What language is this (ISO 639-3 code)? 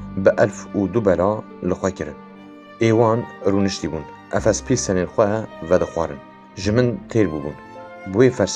kur